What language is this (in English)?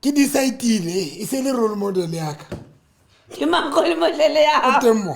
Southern Sotho